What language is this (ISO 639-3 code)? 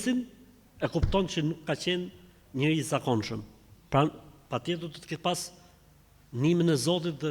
sqi